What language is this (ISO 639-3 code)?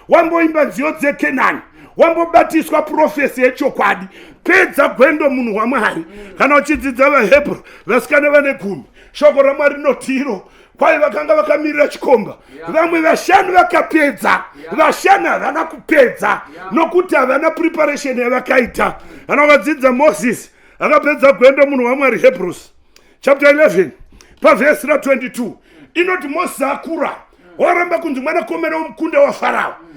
sna